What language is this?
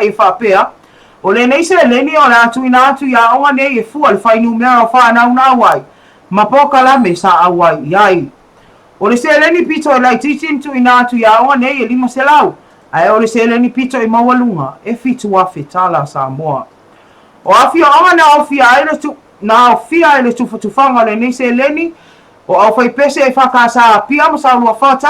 Samoan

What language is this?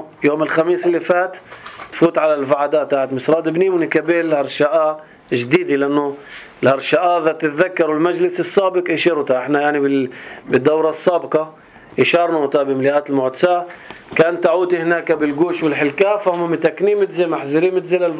North Levantine Arabic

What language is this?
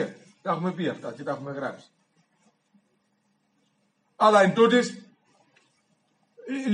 Greek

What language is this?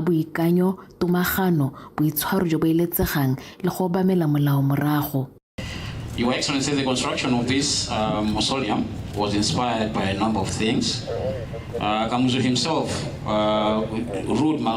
Tswana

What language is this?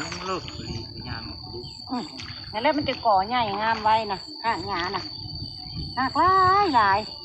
Northeastern Thai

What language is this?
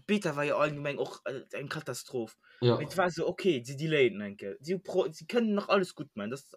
Luxembourgish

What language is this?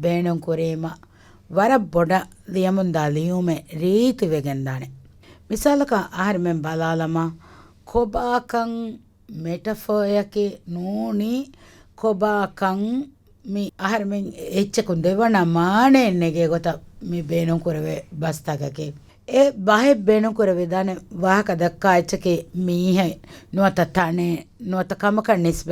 Divehi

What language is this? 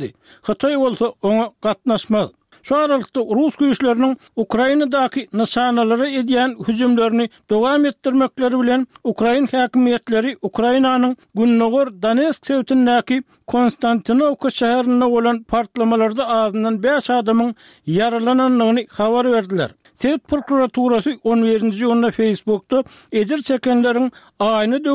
Turkmen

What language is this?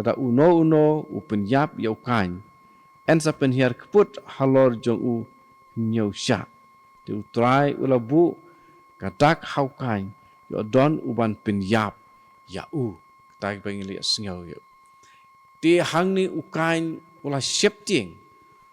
Khasi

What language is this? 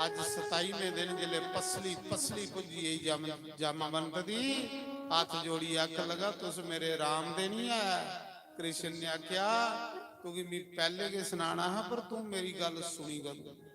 Dogri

